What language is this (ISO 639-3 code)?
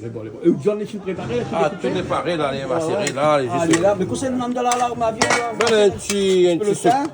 rcf